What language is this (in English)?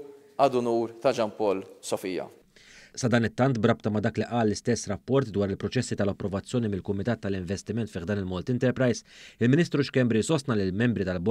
Maltese